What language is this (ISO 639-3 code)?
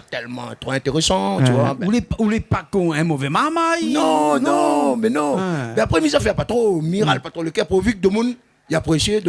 rcf